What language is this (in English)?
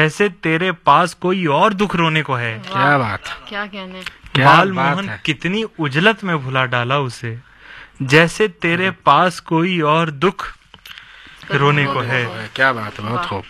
Urdu